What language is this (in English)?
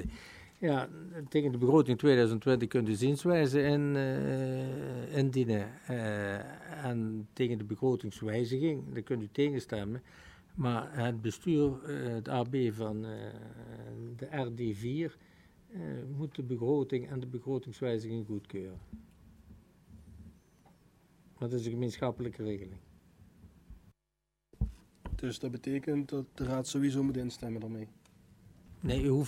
Dutch